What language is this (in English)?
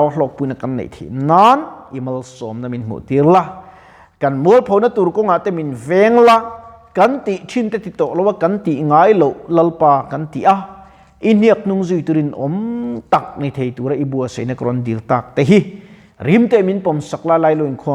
Mizo